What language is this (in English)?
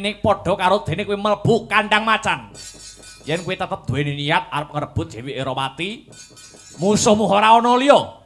Javanese